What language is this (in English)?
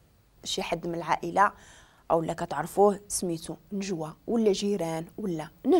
Moroccan Arabic